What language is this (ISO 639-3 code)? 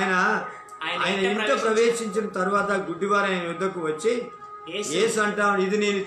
tel